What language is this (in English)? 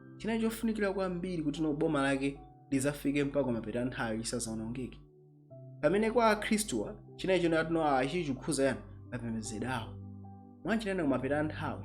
Nyanja